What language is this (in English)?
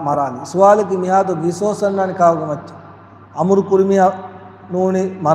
Divehi